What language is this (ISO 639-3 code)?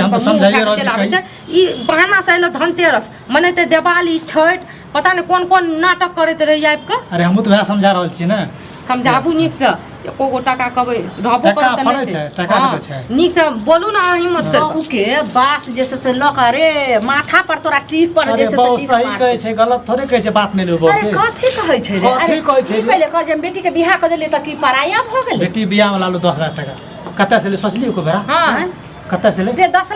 mai